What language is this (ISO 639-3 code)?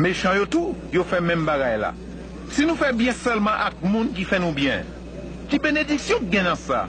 hat